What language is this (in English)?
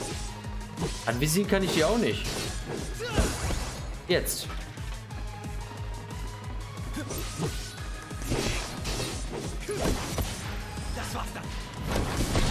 German